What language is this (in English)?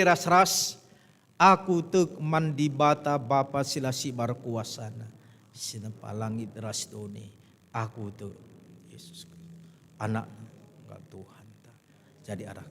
Batak Karo